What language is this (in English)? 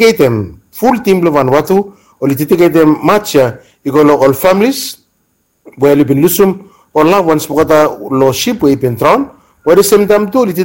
Bislama